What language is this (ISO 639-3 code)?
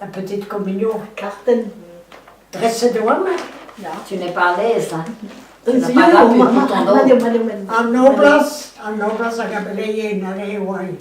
bre